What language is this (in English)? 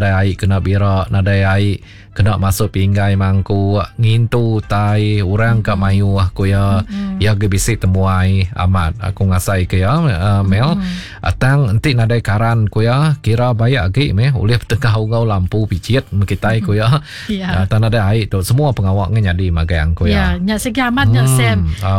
Iban